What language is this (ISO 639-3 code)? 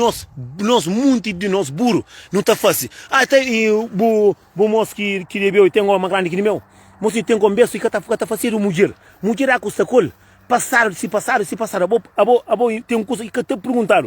kea